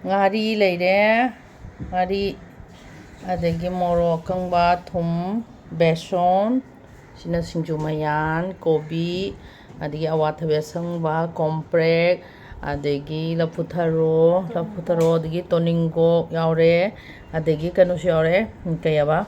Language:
Manipuri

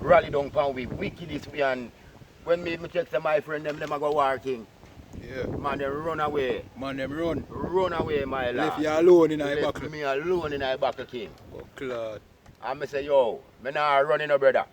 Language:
Jamaican Creole English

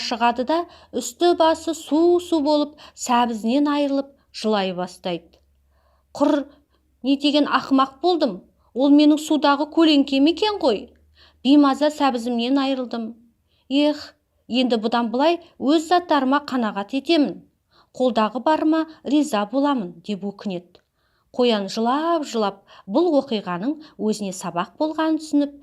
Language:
Kazakh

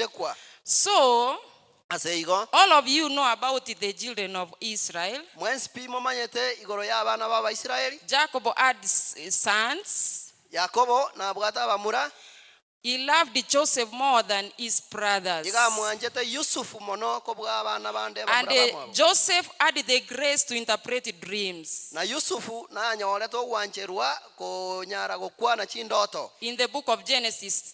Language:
Gusii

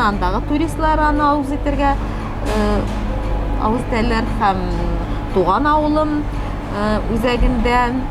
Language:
Tatar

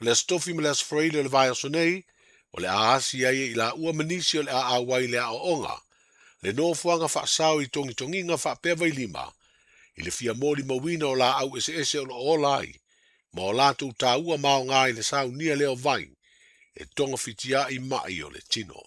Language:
Samoan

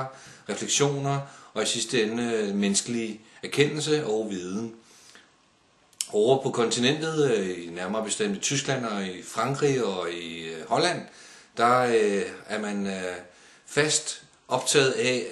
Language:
Danish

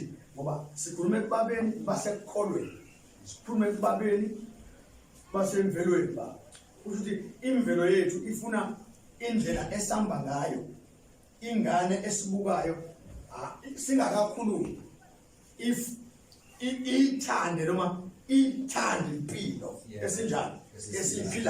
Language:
Zulu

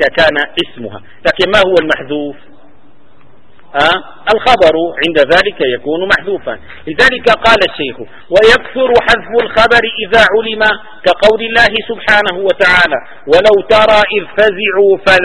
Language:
Arabic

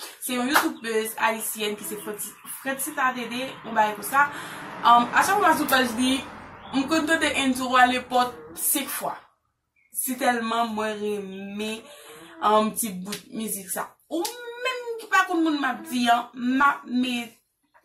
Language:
Haitian Creole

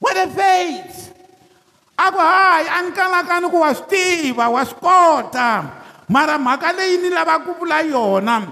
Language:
Tsonga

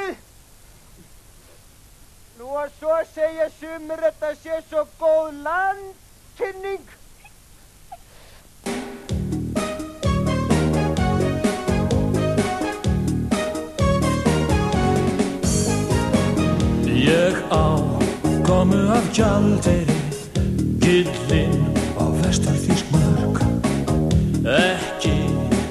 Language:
Icelandic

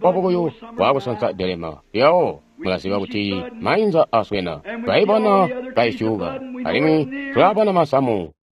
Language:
Tonga (Zambia)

